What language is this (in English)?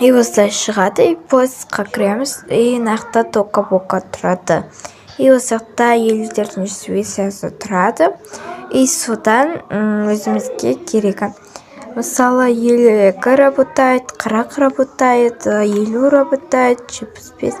Kazakh